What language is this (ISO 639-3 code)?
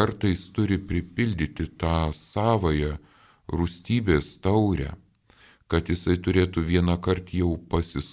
lit